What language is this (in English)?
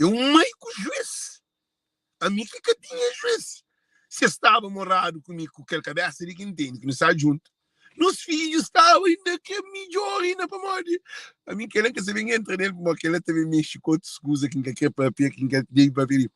Kabuverdianu